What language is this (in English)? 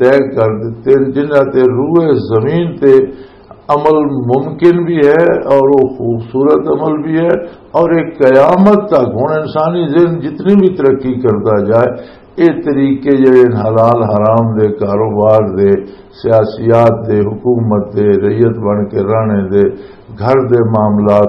Western Panjabi